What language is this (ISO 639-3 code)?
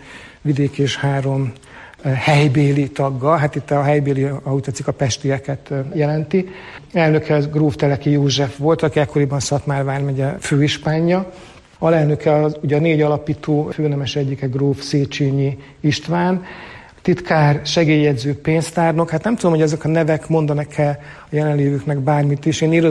hun